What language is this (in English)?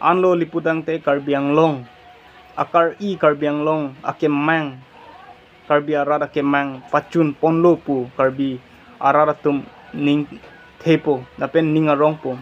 Karbi